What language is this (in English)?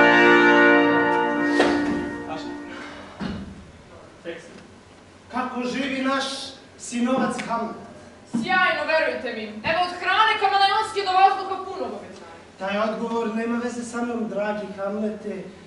Serbian